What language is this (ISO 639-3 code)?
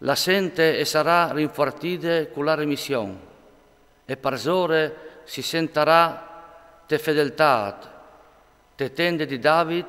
fur